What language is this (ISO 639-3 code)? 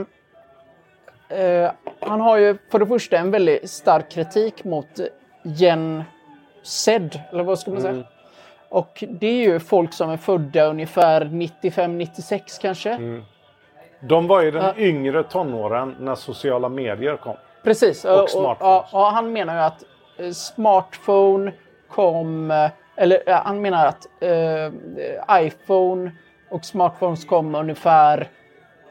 swe